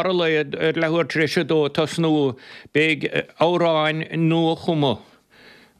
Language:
Irish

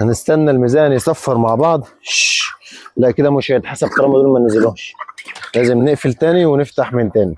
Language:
Egyptian Arabic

